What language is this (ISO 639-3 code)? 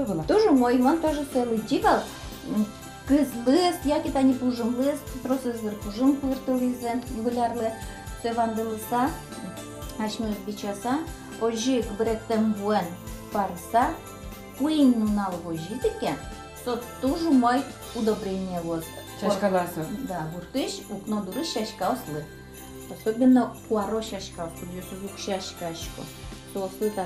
udm